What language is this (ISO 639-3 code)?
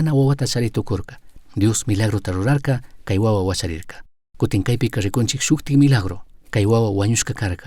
qug